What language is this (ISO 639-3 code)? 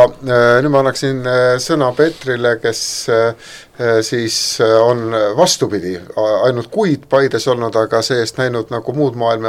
est